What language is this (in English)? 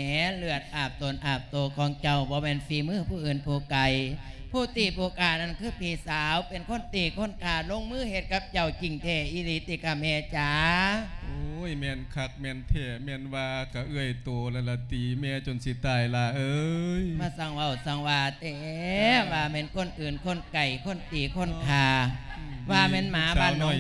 Lao